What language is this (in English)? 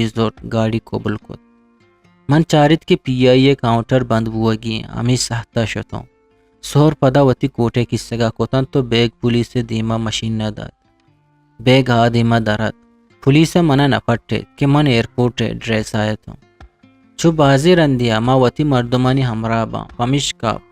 Eastern Balochi